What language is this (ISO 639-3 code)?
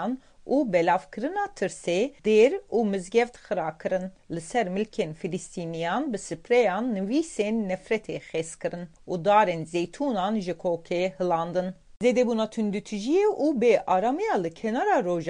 kur